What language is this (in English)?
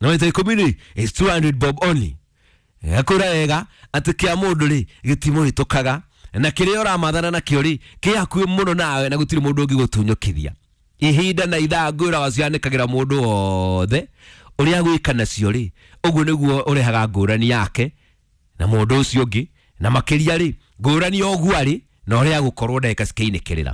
Kikuyu